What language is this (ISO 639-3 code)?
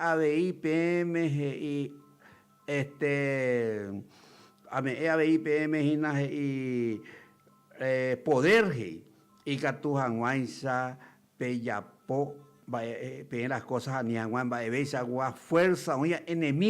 grn